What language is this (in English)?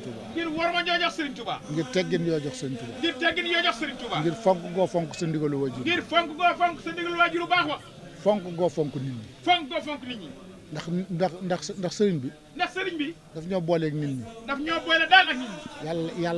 Wolof